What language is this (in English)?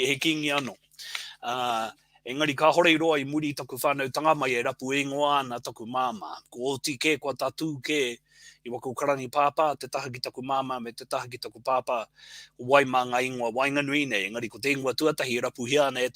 Māori